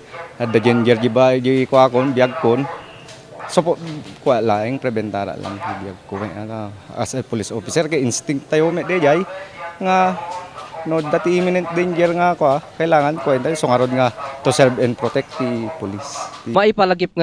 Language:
Iloko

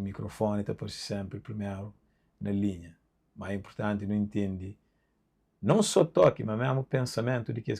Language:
Kabuverdianu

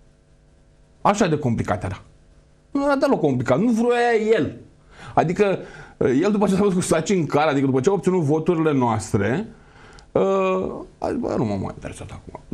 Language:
Romanian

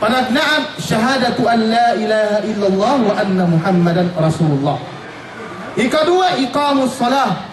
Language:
Yakan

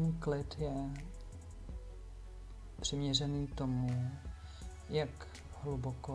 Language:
Czech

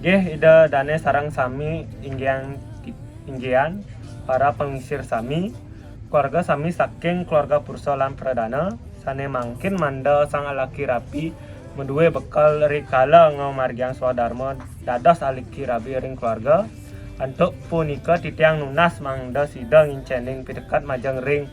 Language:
Balinese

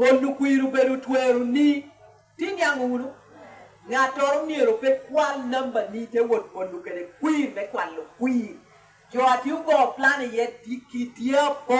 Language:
Lango (Uganda)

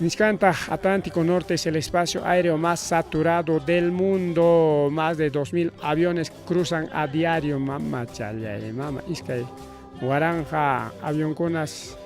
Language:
Ayacucho Quechua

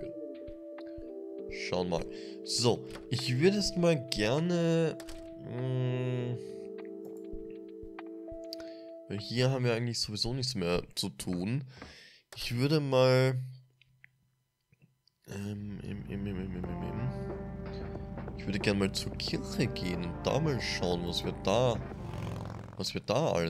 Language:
German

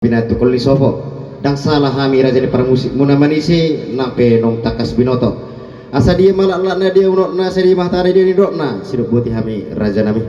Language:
Batak Toba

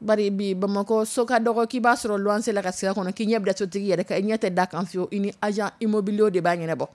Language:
Dyula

